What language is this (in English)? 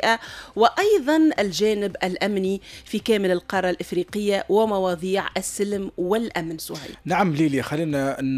Tunisian Arabic